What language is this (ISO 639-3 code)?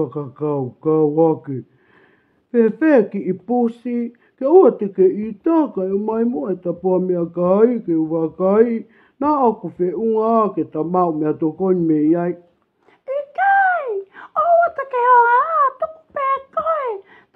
ton